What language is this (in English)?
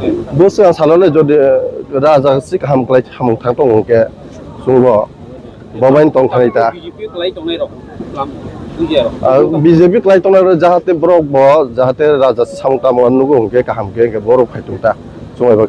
Kok Borok